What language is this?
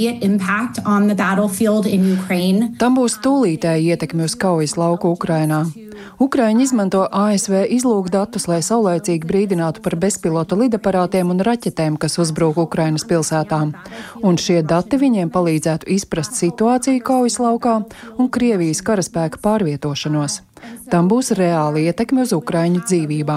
Latvian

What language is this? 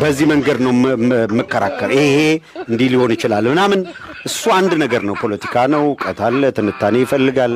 Amharic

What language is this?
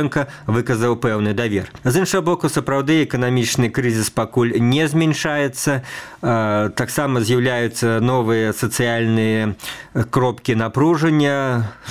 Belarusian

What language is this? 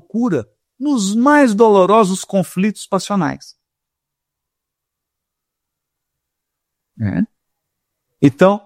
Portuguese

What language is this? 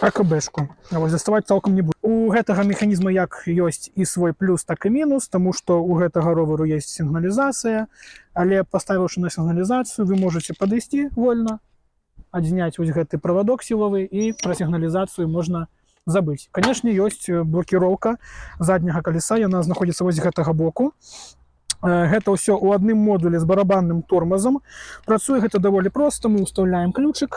Belarusian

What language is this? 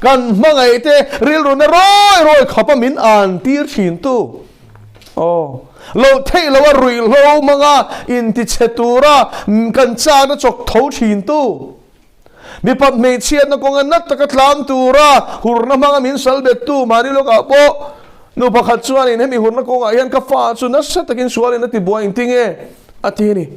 Mizo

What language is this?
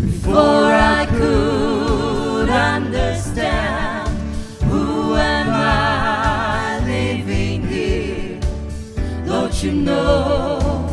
Poumei Naga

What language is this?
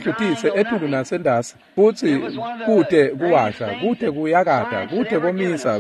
Swati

